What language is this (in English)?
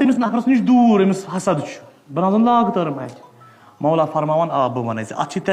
Kashmiri